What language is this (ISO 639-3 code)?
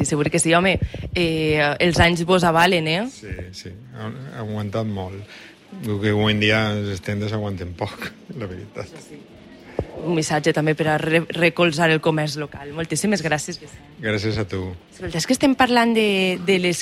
cat